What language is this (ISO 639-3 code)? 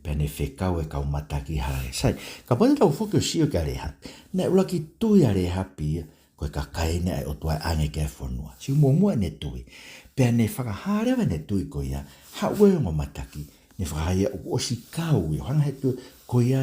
ton